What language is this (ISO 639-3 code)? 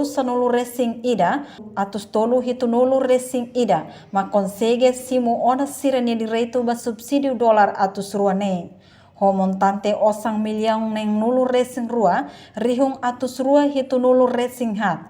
tet